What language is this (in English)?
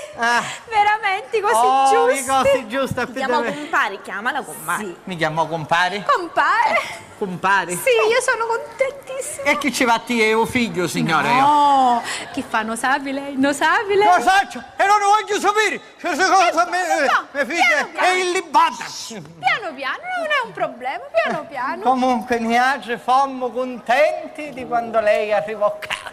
Sicilian